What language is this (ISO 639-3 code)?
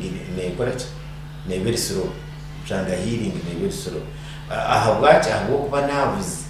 nyn